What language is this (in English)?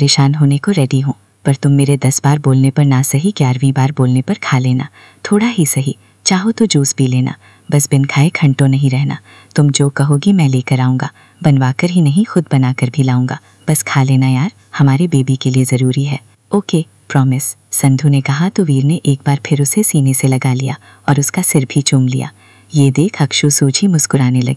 Hindi